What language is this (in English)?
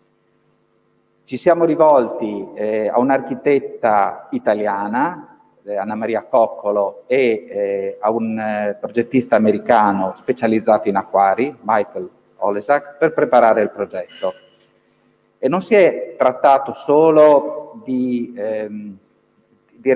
Italian